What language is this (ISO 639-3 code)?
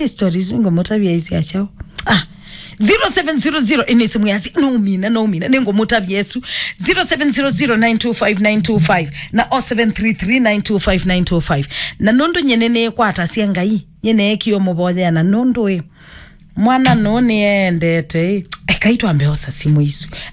kam